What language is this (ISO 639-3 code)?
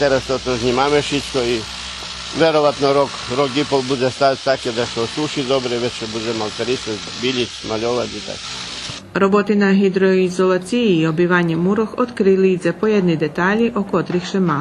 rue